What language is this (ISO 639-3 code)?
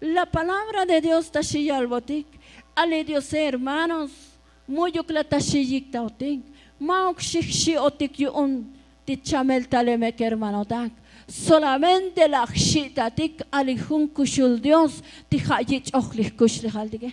tzo